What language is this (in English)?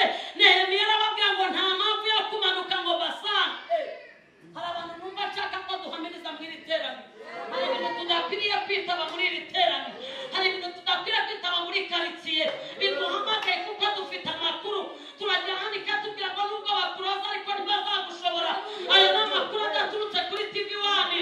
Kinyarwanda